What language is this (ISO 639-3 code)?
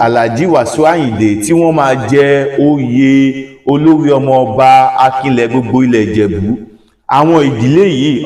yor